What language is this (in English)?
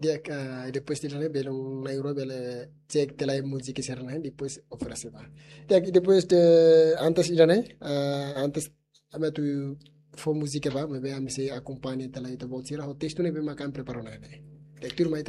Tetum